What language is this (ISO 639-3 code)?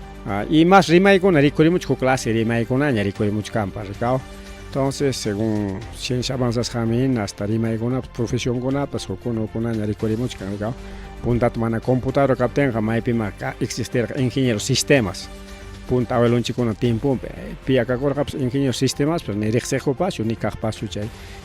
quy